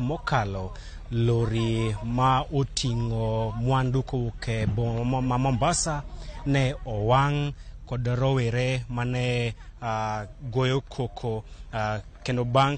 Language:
Luo (Kenya and Tanzania)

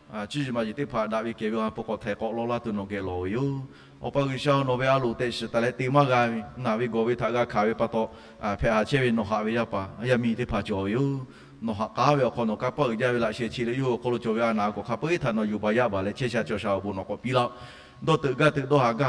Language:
Lahu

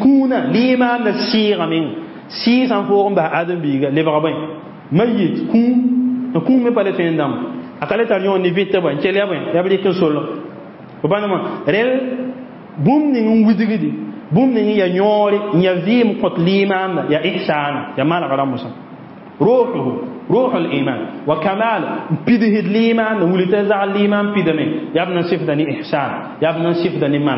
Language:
Mossi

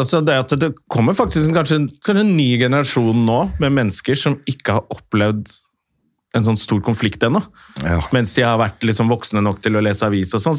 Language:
Norwegian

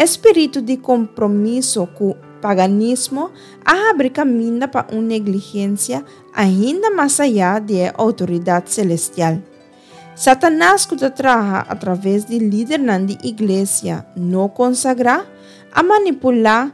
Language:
Papiamento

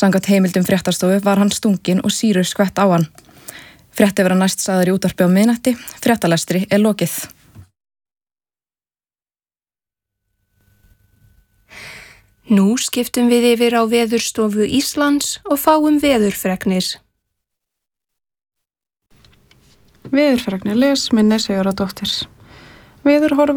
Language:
Icelandic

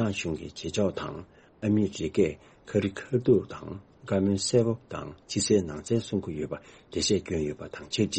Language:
Tibetan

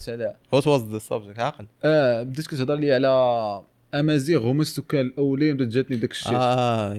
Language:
Moroccan Arabic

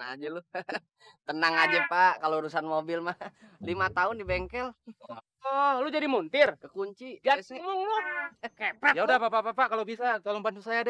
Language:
Betawi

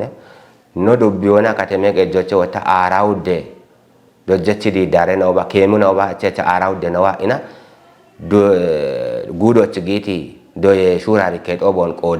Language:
Kafa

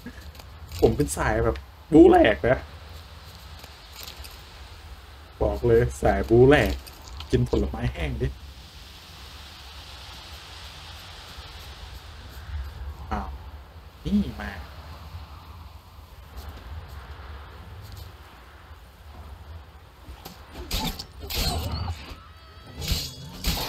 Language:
Thai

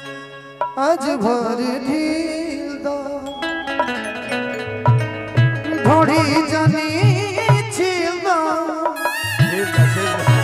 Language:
Bhojpuri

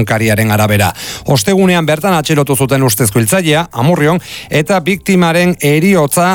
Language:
Basque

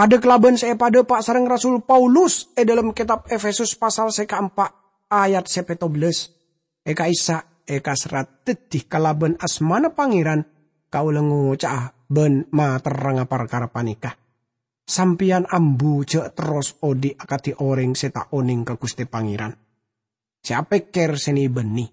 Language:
Madurese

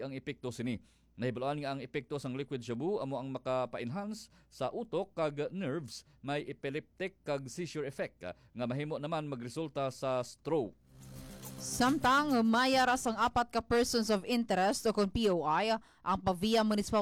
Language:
Hiligaynon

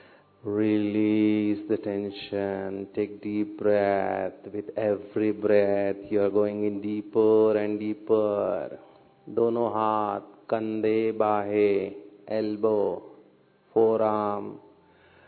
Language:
Hindi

